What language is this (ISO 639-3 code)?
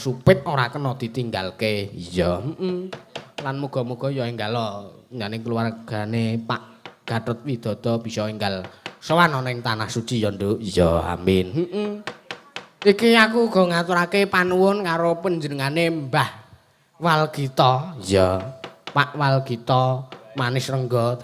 jav